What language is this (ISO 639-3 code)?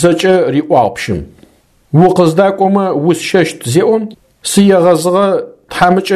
ady